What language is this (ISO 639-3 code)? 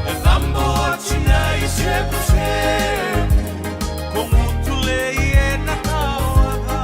fij